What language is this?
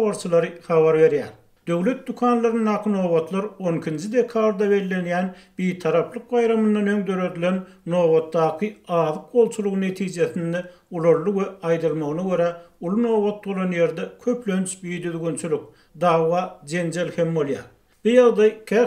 Turkmen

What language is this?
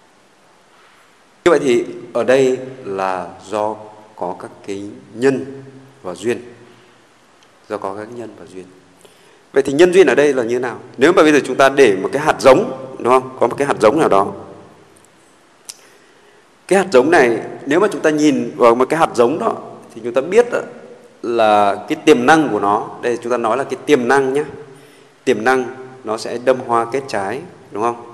Vietnamese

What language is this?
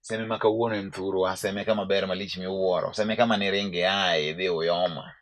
Luo (Kenya and Tanzania)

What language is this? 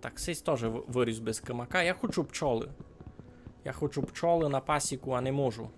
Rusyn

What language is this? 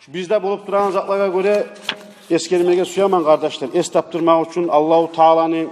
Kumyk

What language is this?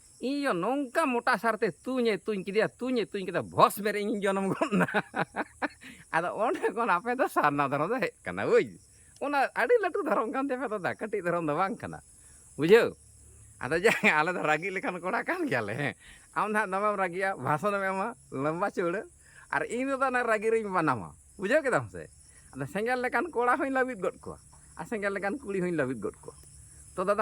Santali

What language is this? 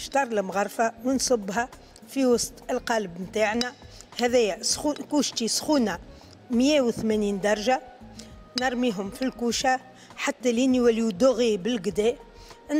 Tunisian Arabic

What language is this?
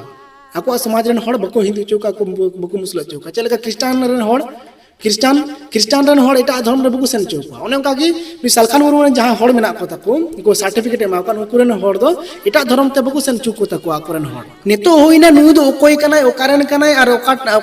Santali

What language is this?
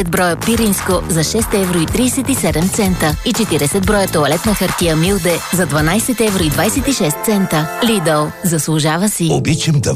Bulgarian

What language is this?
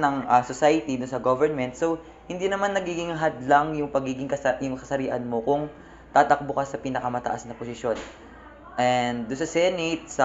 Filipino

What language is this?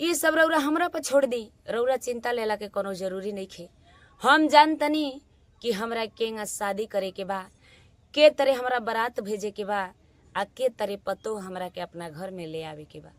Bhojpuri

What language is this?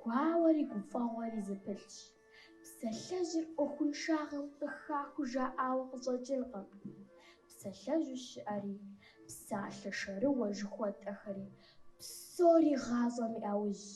Kabardian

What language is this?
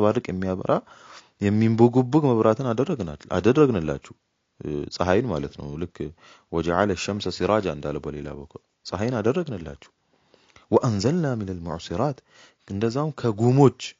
Amharic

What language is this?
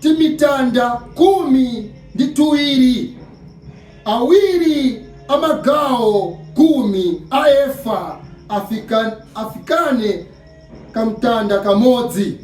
Nyanja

